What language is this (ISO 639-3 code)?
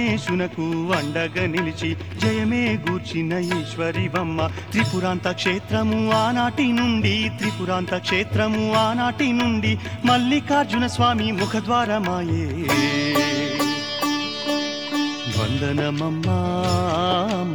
tel